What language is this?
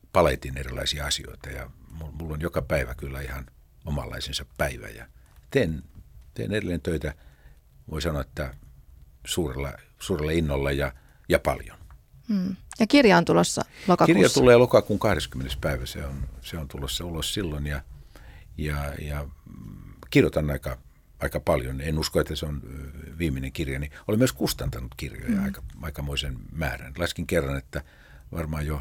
Finnish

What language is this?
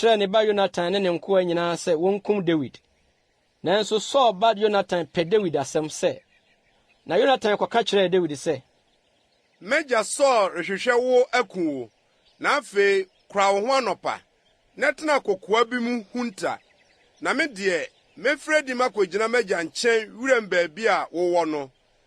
Akan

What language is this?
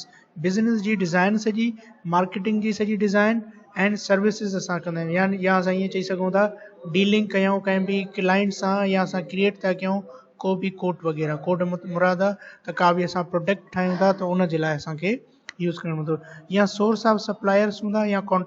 Sindhi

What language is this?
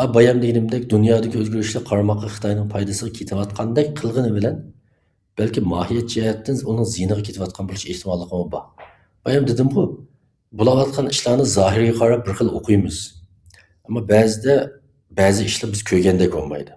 Uyghur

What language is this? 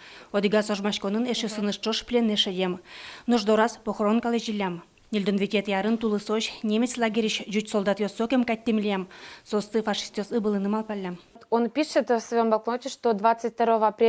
Udmurt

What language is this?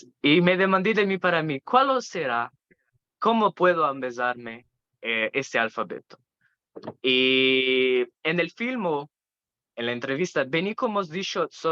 Ladino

